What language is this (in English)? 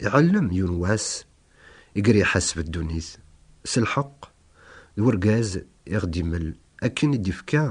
Kabyle